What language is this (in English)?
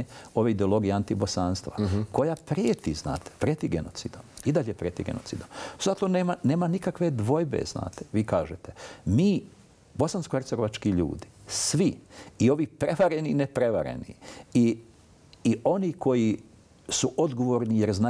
Bosnian